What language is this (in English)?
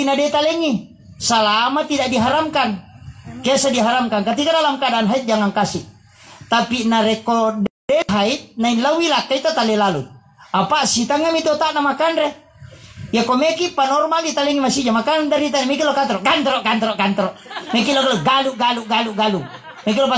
Buginese